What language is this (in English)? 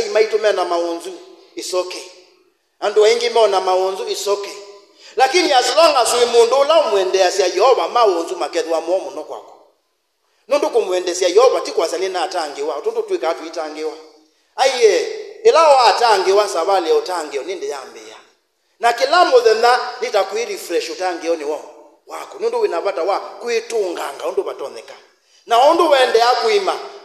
Kamba